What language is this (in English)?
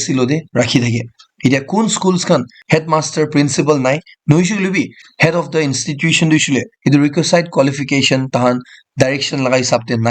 Naga Pidgin